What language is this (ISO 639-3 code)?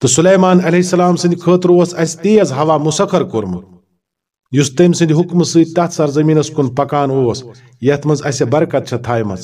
kas